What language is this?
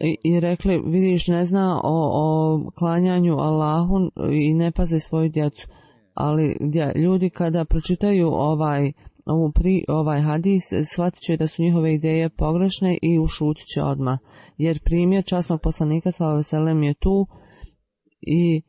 Bosnian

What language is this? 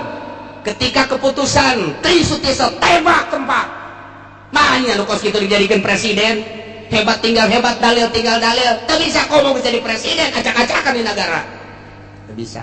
Sundanese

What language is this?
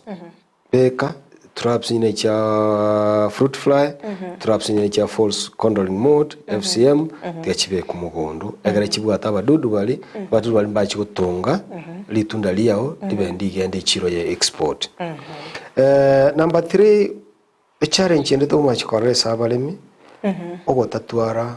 Gusii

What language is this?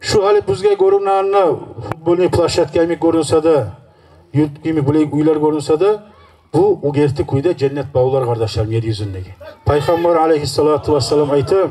Kumyk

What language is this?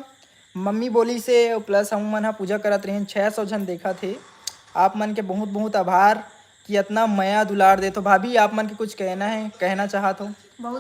Chhattisgarhi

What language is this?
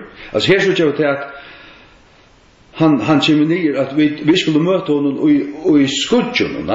Faroese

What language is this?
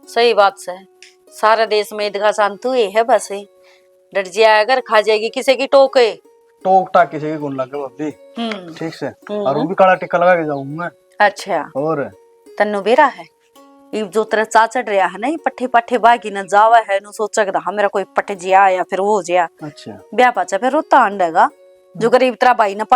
Haryanvi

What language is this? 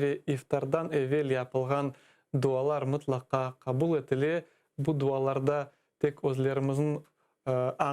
Crimean Tatar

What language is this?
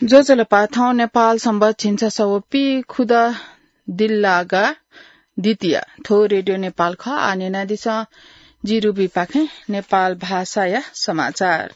Newari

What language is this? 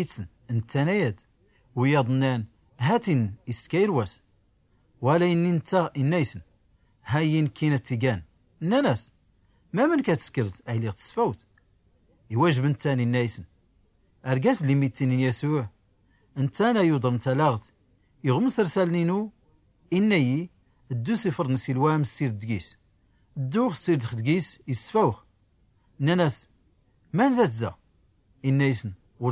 Tachelhit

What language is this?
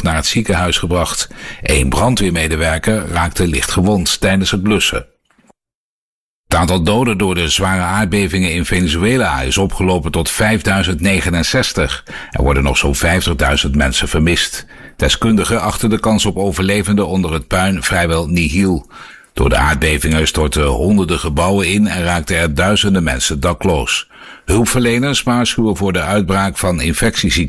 Dutch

